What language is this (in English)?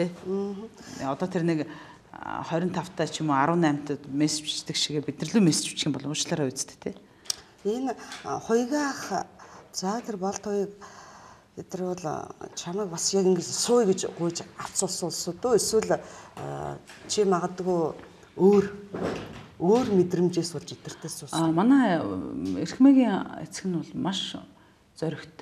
Mongolian